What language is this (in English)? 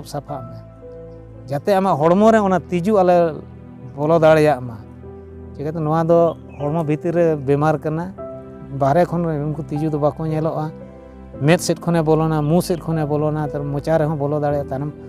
Santali